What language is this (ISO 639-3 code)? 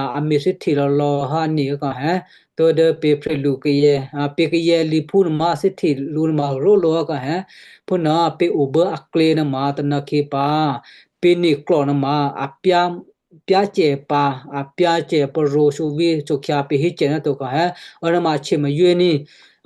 kyu